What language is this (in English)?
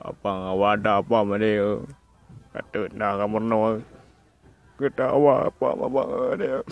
Achinese